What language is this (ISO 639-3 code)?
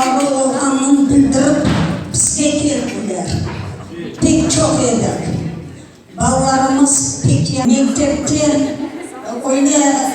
crh